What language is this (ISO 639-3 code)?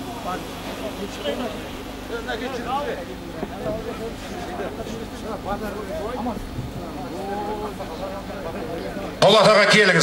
kaz